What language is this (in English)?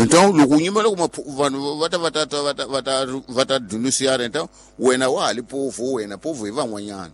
Tsonga